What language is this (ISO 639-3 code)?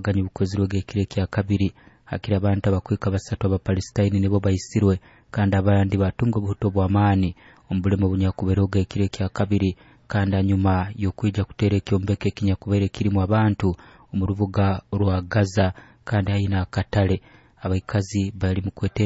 nyo